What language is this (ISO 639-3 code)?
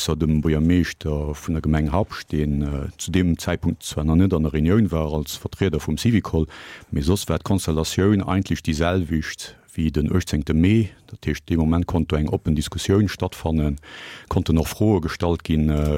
ltz